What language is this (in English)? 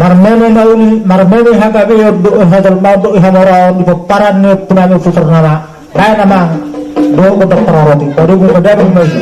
Batak Toba